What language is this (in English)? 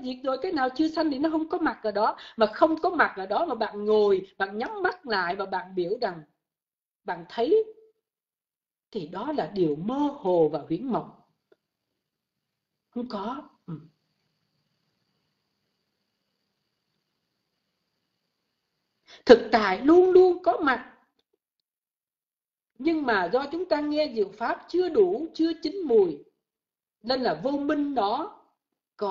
Vietnamese